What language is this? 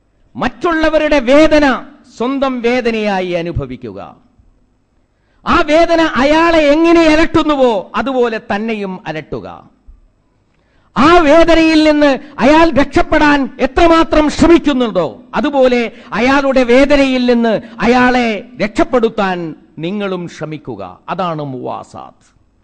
Malayalam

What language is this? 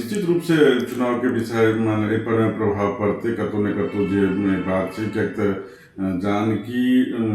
Maithili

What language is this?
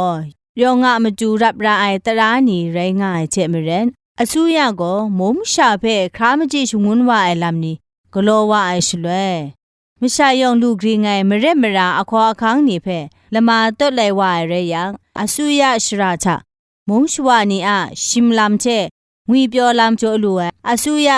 Kachin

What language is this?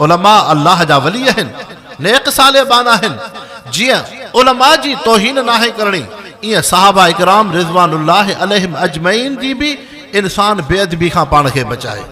Sindhi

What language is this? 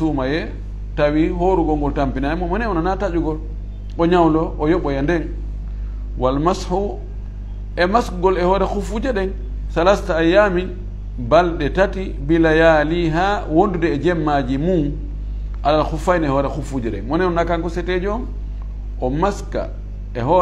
Fula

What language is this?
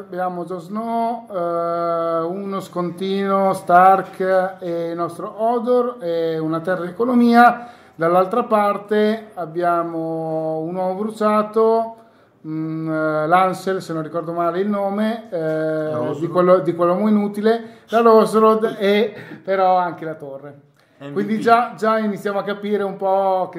Italian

